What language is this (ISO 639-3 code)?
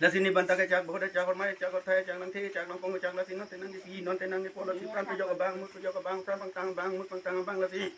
mjw